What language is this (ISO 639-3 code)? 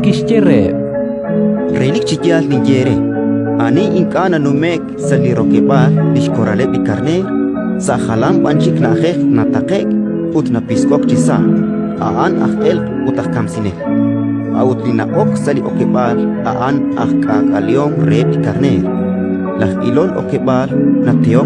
kek